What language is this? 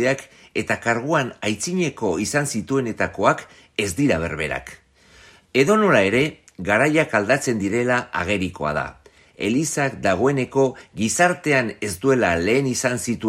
Basque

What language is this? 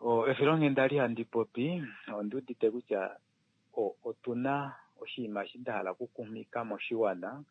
Kuanyama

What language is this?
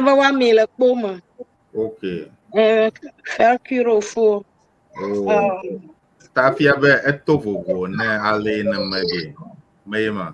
Ewe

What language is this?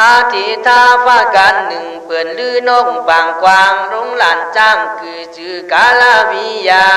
Khün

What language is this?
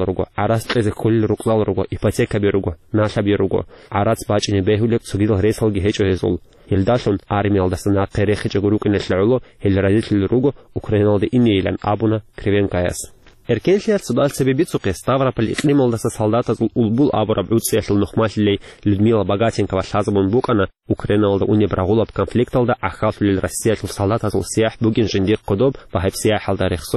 Avaric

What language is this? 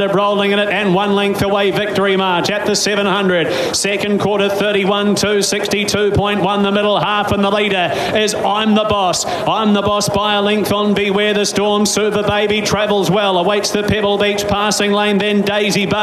English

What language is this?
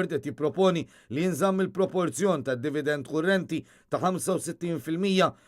Maltese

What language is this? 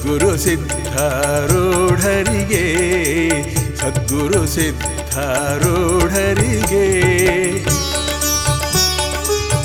Kannada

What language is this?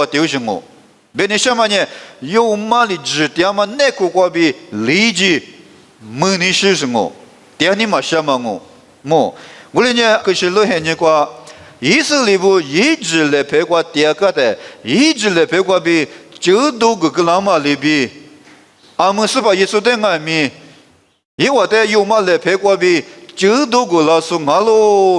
Lisu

